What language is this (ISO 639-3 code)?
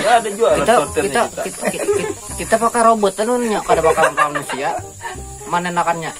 bjn